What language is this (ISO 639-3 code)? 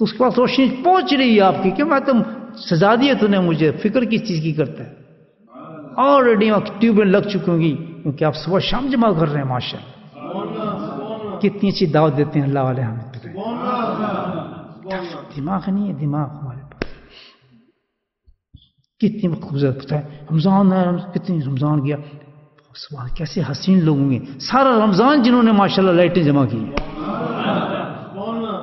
urd